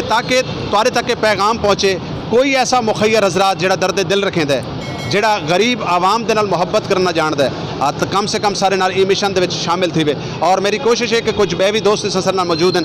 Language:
Saraiki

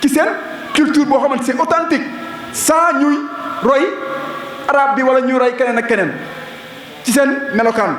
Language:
Wolof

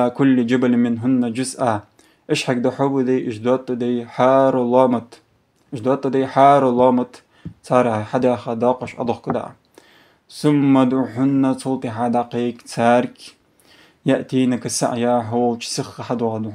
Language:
Ingush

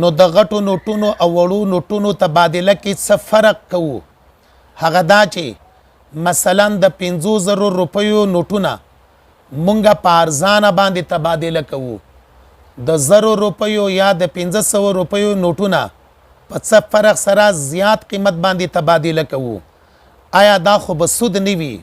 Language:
Pashto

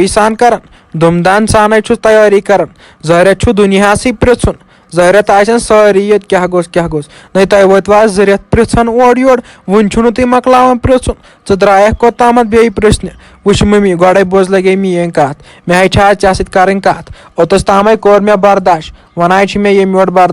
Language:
Kashmiri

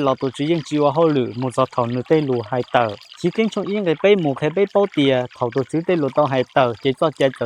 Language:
Hmong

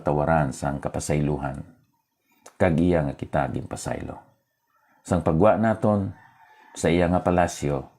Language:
Hiligaynon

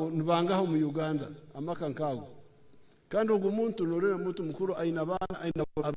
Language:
Nyankole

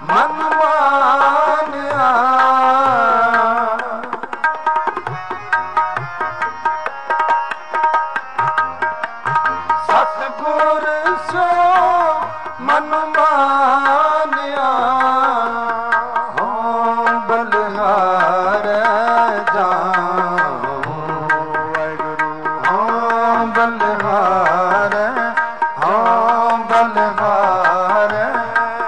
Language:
Punjabi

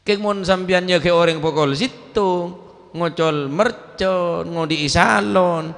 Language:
Madurese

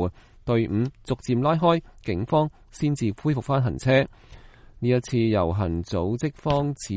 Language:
Cantonese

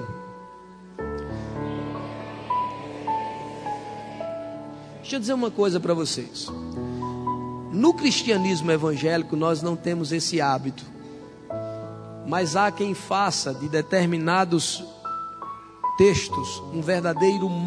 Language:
Portuguese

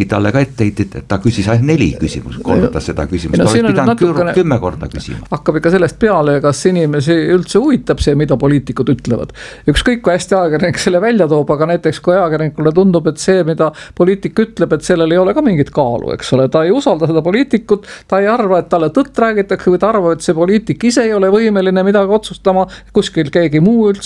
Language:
Estonian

